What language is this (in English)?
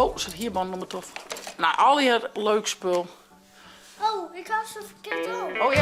Western Frisian